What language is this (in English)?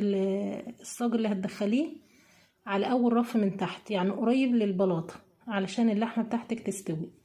Egyptian Arabic